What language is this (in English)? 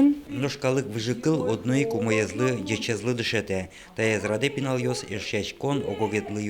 Udmurt